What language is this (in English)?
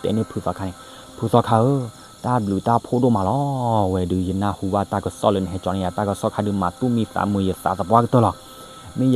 S'gaw Karen